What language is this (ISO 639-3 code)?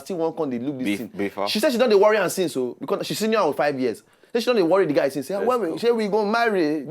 pcm